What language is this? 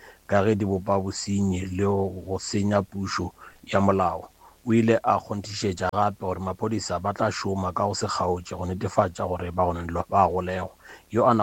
Northern Sotho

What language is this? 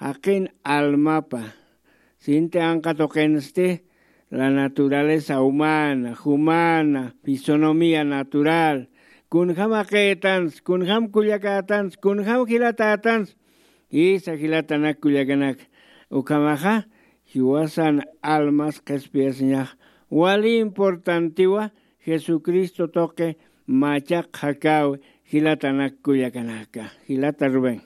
Aymara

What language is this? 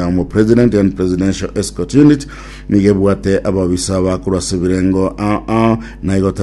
Gusii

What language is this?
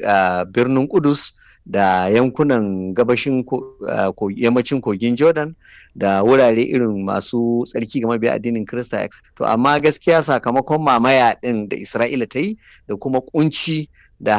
Hausa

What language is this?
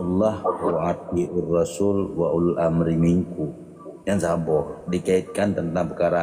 Achinese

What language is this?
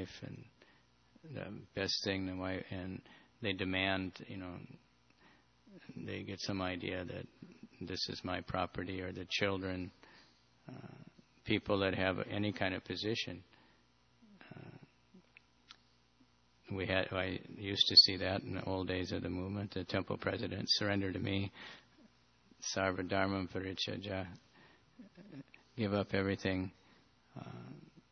English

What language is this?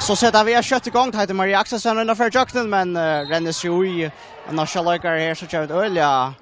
Faroese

